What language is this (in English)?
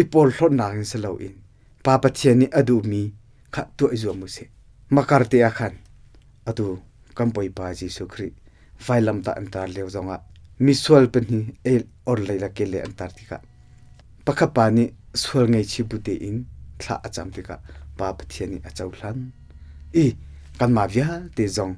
Hakha Chin